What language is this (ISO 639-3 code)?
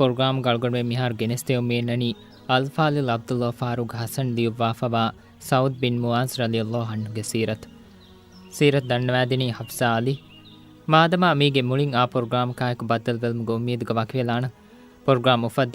div